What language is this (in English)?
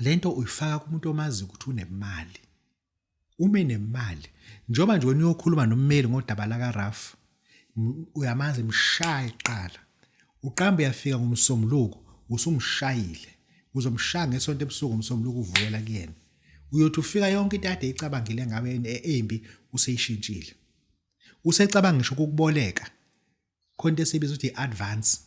Zulu